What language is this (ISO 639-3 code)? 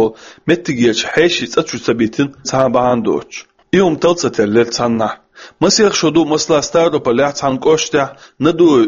che